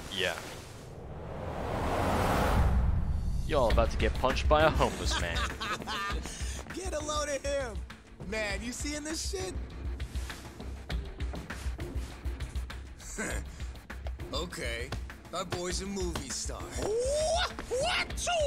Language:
English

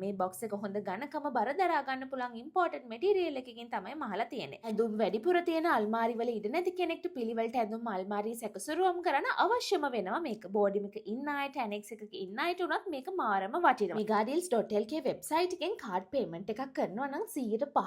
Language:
Sinhala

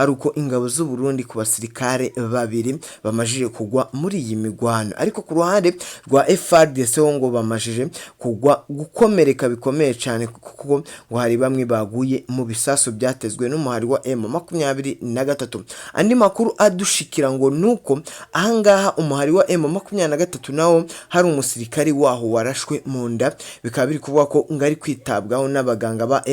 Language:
Rundi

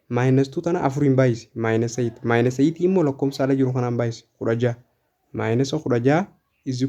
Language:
Oromo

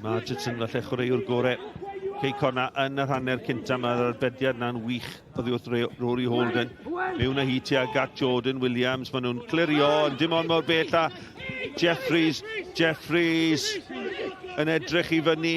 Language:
Welsh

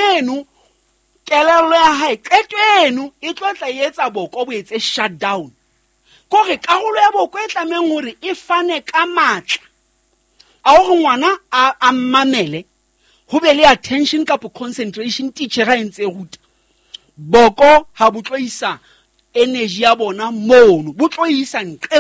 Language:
Southern Sotho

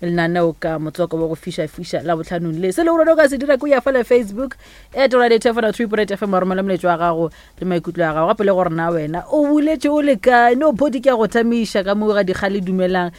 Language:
Northern Sotho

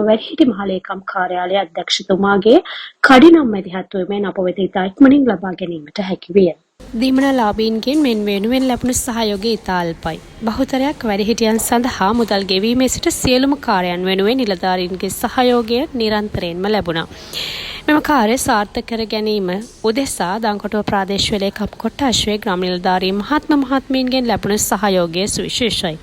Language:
Sinhala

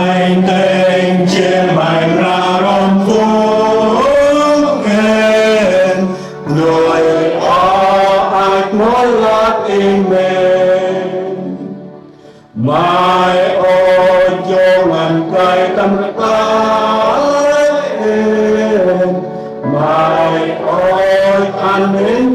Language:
Central Mnong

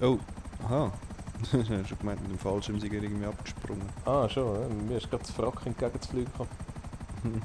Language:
Swiss German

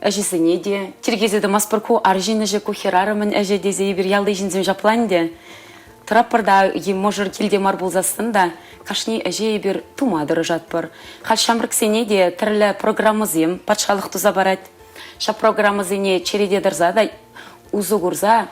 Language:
Chuvash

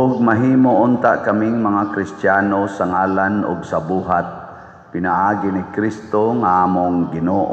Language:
Cebuano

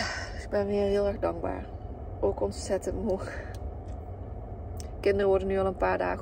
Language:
Dutch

